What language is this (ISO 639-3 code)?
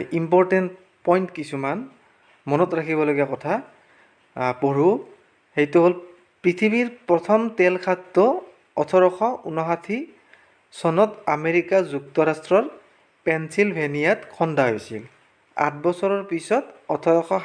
asm